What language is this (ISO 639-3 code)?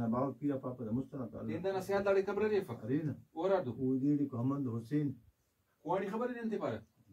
brh